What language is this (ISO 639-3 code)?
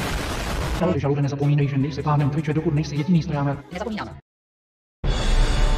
ces